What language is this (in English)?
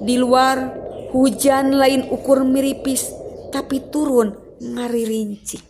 Sundanese